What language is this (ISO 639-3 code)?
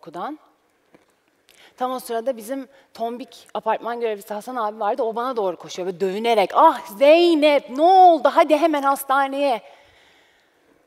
tur